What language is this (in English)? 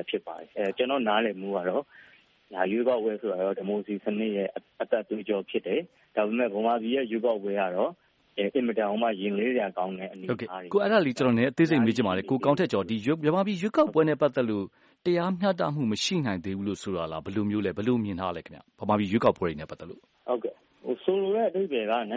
Burmese